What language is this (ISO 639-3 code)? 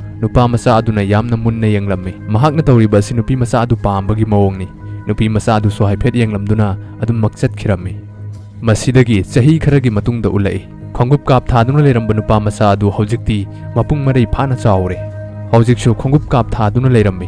mni